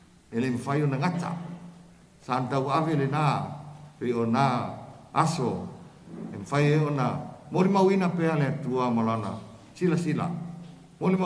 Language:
Samoan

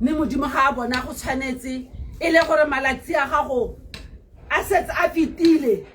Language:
Tswana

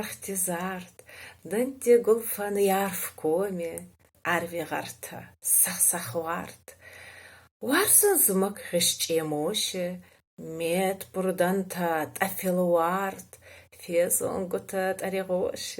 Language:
Ossetic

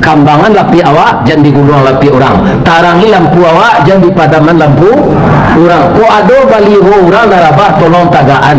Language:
Minangkabau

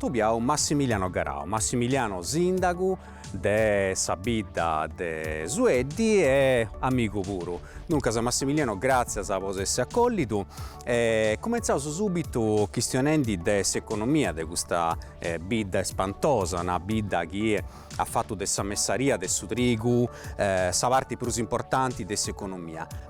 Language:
Sardinian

